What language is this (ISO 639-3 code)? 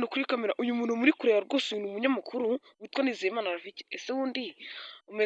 kin